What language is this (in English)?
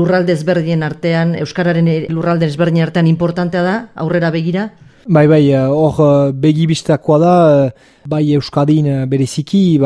Basque